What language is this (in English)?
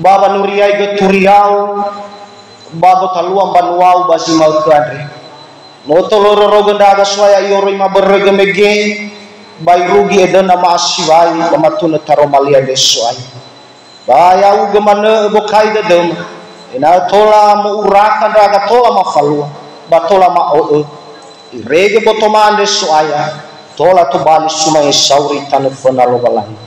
Nias